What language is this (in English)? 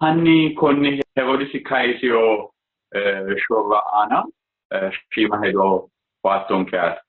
Sidamo